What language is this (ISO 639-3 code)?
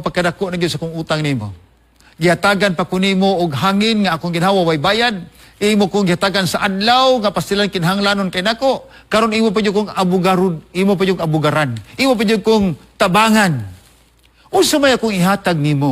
ceb